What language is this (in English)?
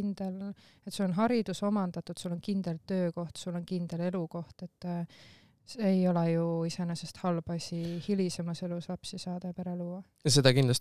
Estonian